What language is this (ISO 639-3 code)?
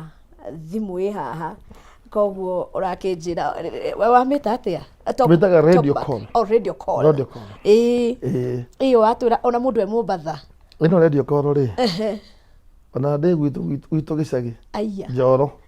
kik